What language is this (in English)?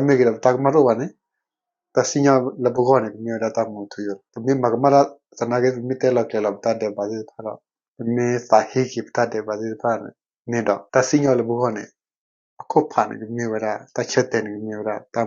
S'gaw Karen